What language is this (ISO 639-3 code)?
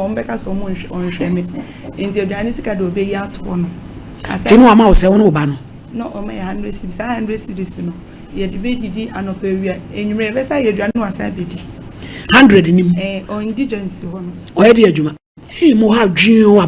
aka